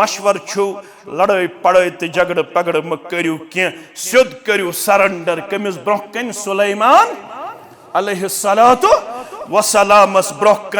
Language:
Kashmiri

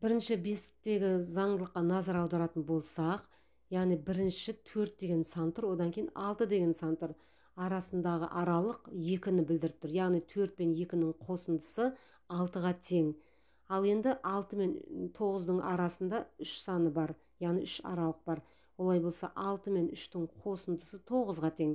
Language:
Kazakh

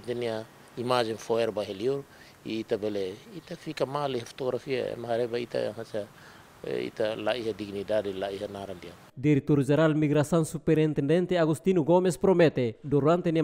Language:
Tetum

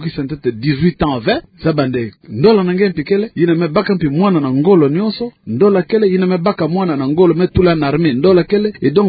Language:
Kituba (Democratic Republic of Congo)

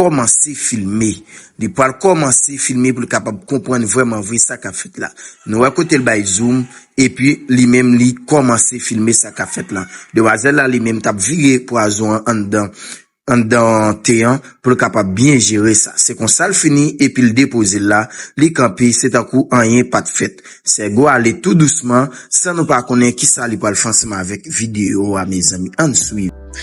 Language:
Haitian Creole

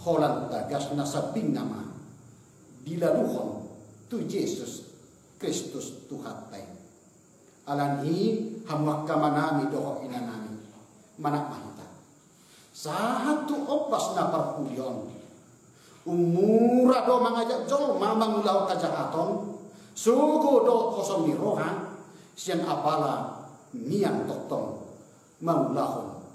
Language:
Batak Toba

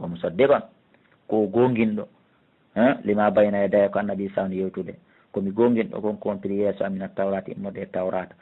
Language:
Fula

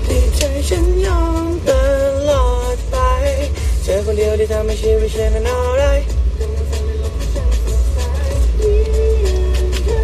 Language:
Thai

